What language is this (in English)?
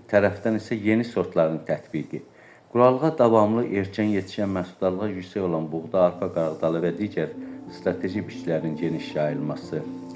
Azerbaijani